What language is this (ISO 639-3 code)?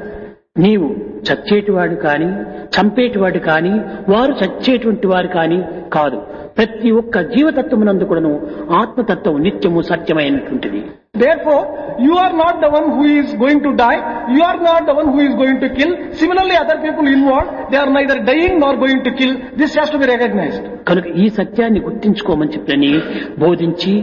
tel